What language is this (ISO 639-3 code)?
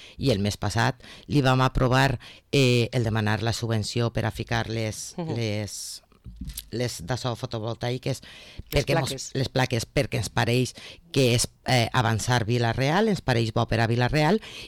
cat